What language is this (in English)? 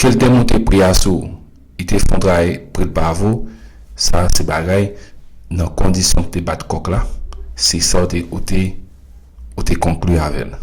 Haitian Creole